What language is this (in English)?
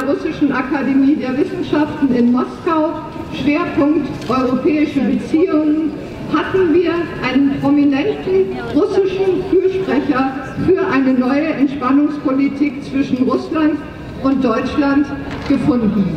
German